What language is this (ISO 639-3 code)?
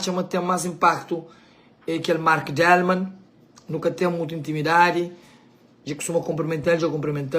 kea